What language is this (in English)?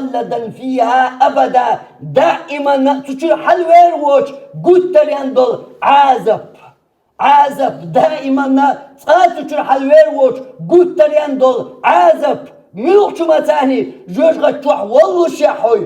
Chechen